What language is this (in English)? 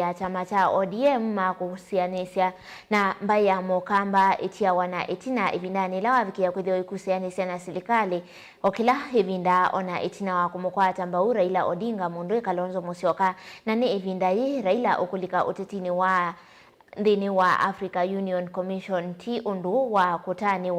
Kamba